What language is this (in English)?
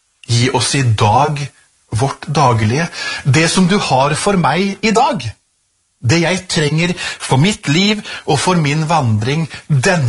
Norwegian